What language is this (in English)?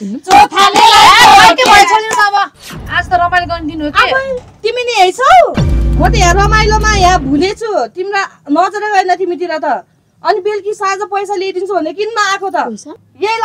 Nepali